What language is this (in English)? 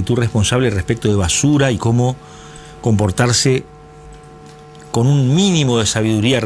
Spanish